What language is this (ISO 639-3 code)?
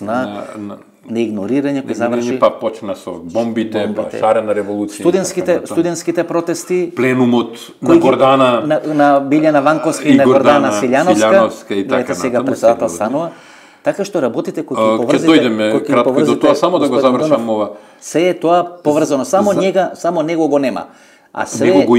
mkd